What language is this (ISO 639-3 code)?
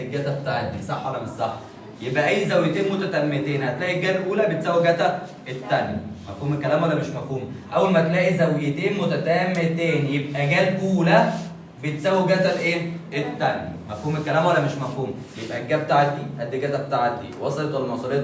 arz